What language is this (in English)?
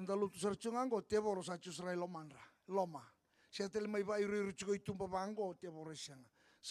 Fijian